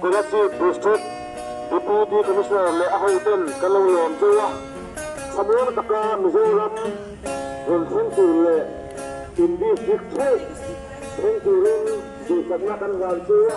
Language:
Mizo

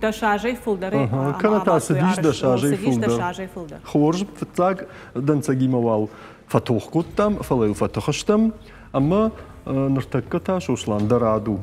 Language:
Ossetic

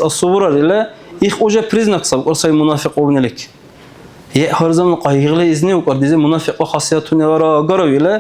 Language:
Dargwa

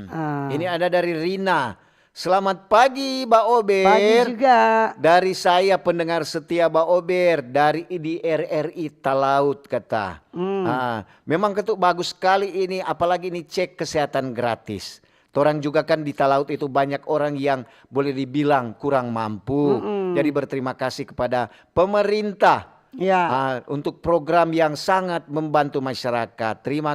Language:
Manado Malay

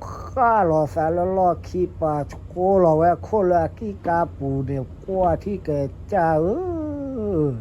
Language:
S'gaw Karen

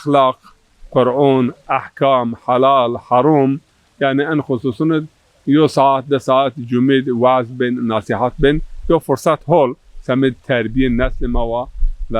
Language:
Zaza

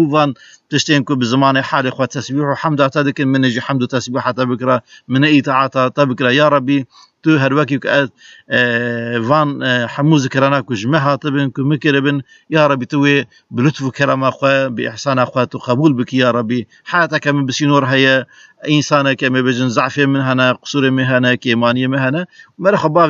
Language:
Kurdish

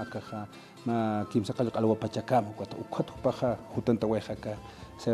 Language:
Aymara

